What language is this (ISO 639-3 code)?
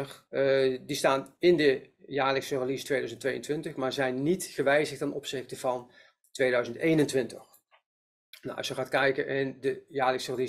nld